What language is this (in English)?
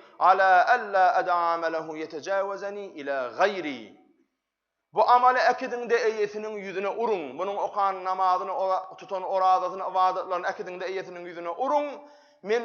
Turkmen